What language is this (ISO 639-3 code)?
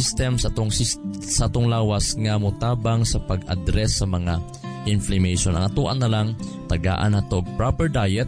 ceb